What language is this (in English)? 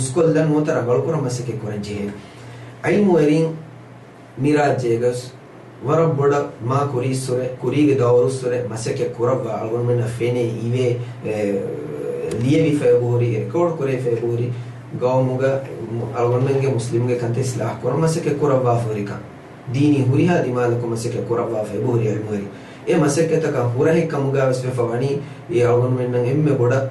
Divehi